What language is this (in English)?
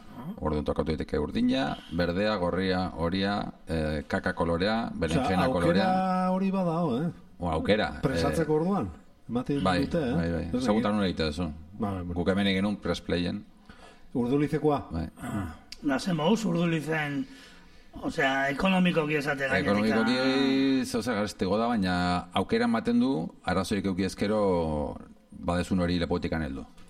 Basque